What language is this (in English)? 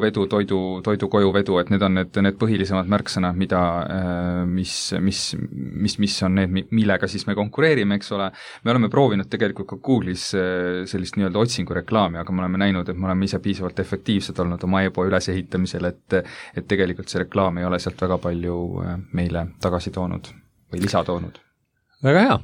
Estonian